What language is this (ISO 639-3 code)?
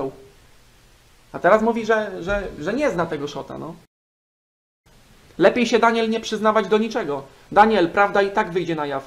pol